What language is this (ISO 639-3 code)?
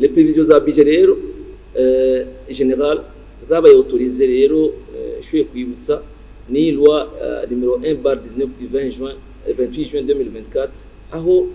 run